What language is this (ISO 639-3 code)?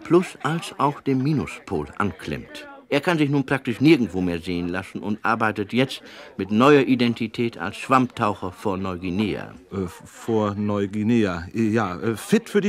deu